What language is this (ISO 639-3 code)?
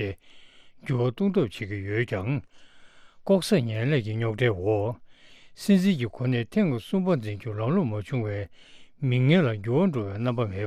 bod